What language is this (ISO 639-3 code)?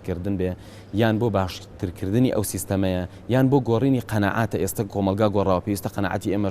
ckb